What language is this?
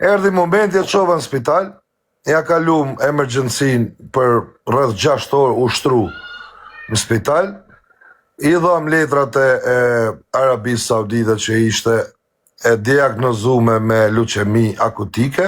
Albanian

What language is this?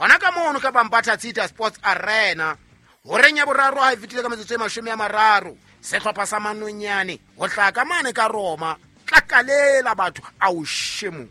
Southern Sotho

